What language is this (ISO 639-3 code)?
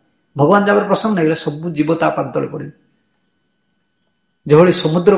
ori